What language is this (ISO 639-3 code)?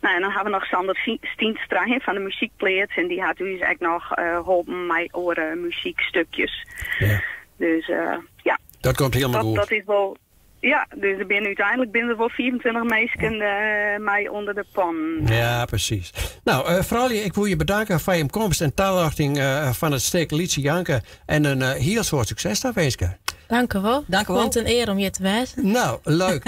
fry